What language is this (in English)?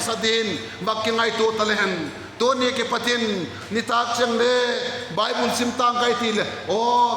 Vaiphei